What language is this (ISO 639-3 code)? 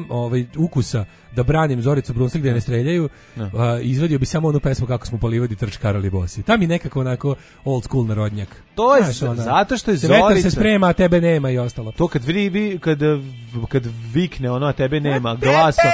srp